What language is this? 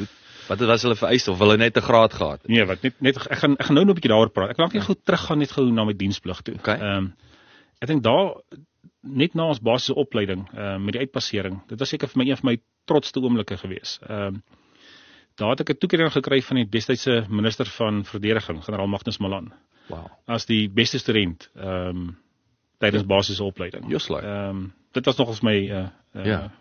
Afrikaans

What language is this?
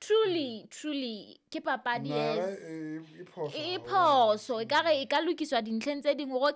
Southern Sotho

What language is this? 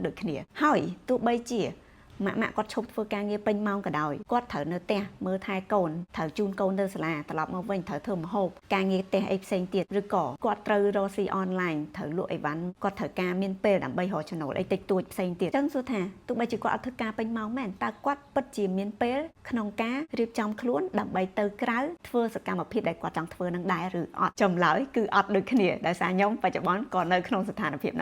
Khmer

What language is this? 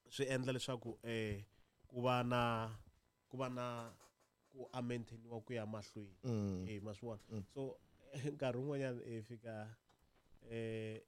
Tsonga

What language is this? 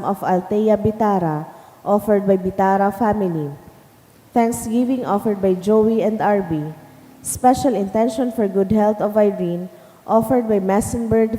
Bikol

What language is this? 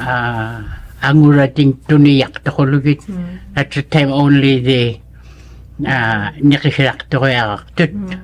Inuktitut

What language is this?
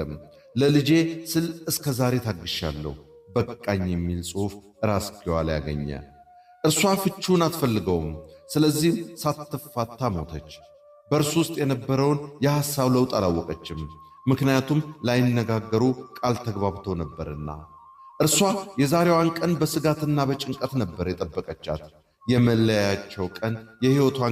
Amharic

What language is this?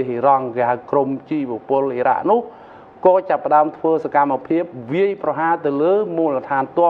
Khmer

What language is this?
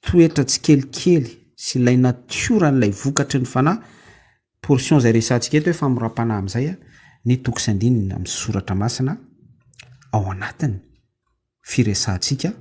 Malagasy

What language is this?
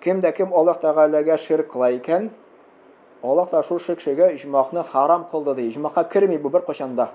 Tatar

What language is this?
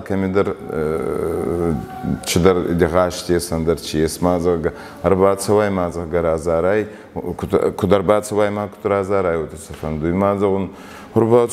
Ossetic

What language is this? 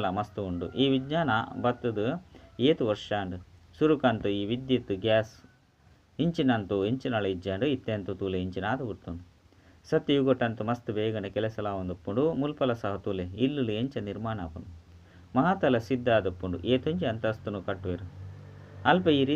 Tulu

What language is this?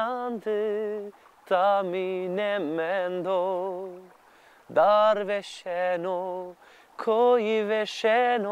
Zaza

